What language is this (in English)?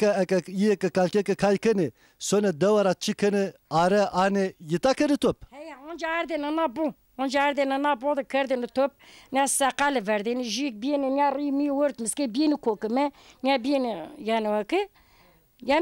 Zaza